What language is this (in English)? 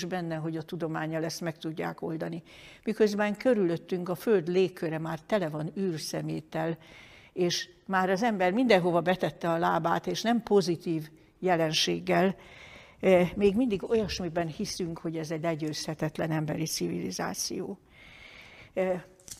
Hungarian